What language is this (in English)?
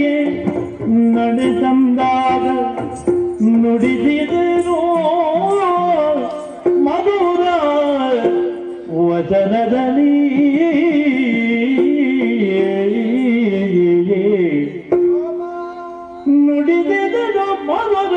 Kannada